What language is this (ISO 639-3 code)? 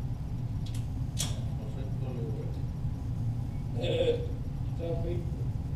dan